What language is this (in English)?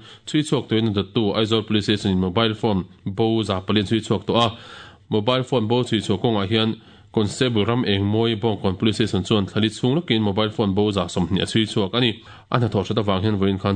Mizo